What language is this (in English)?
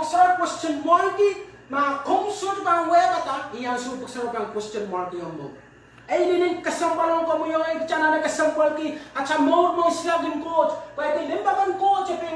Pohnpeian